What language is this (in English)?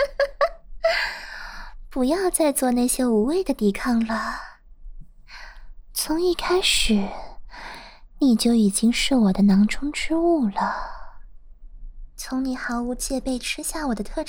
Chinese